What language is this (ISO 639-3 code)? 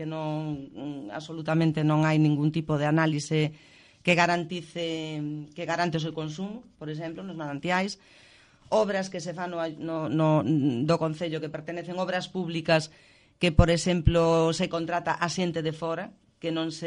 glg